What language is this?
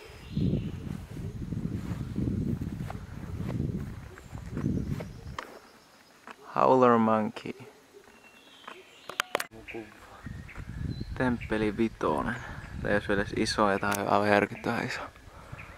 Finnish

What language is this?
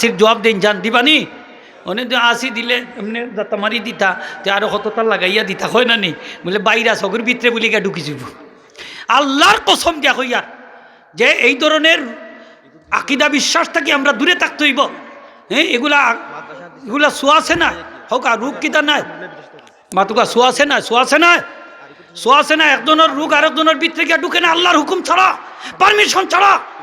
Sylheti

